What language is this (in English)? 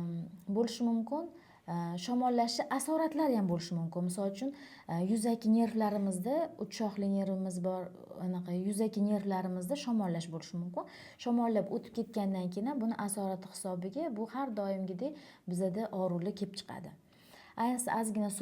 Uzbek